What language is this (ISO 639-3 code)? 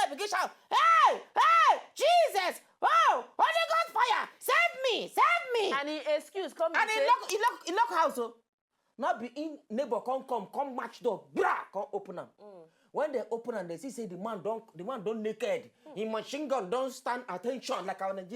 pcm